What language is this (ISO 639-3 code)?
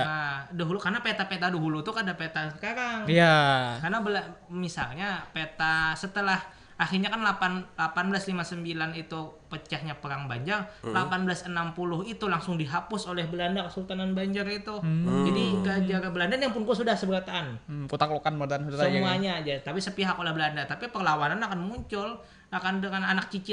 bjn